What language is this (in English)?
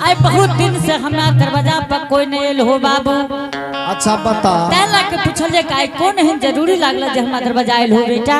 Angika